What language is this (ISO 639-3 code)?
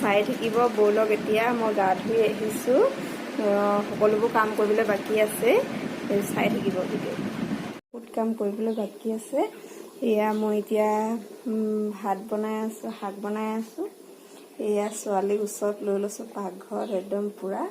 asm